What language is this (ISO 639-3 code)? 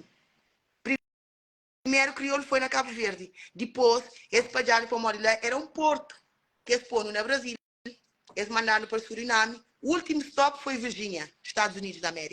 kea